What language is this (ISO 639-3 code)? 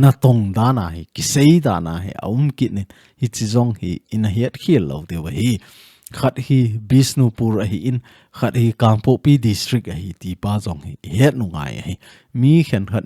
tcz